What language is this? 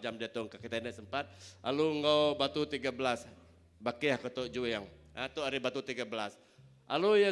Iban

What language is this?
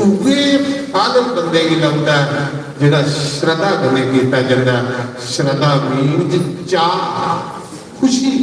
Dogri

